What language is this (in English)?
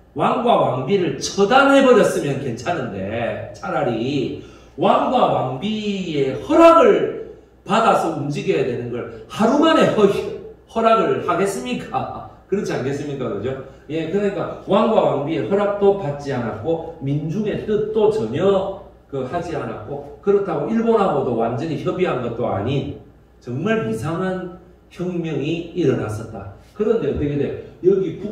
Korean